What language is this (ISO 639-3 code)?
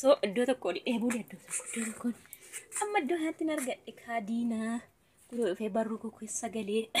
orm